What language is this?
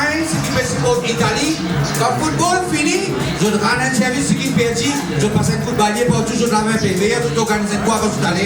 Morisyen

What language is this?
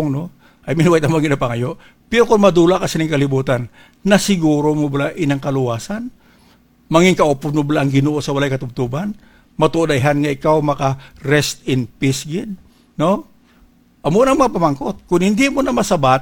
Hiligaynon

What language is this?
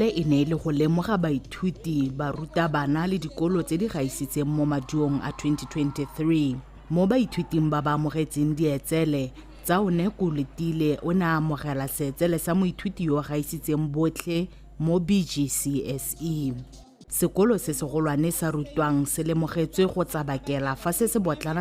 Tswana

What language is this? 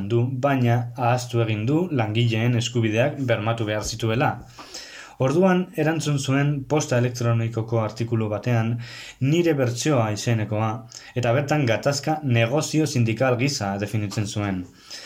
Basque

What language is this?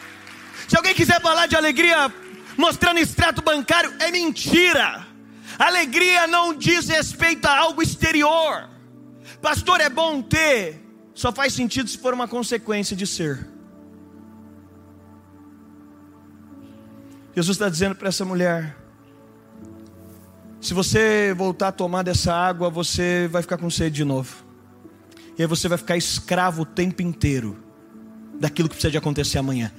Portuguese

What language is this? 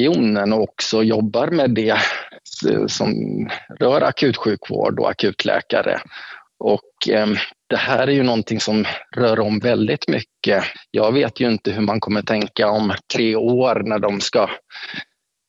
Swedish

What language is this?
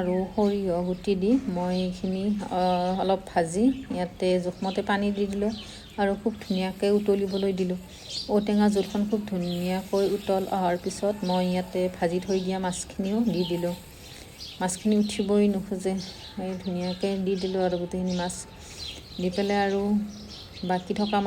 Assamese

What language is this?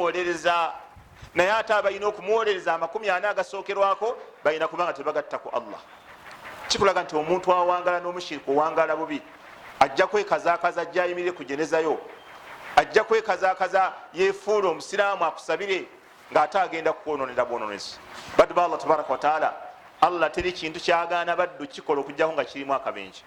Ganda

